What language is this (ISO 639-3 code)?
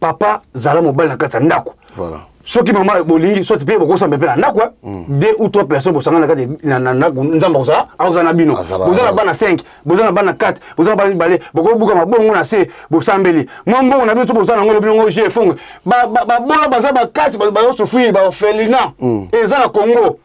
lin